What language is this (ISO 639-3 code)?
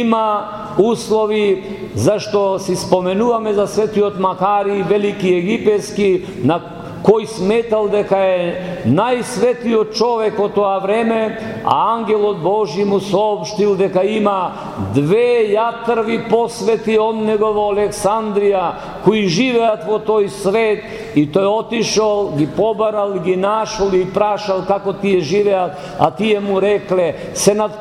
mkd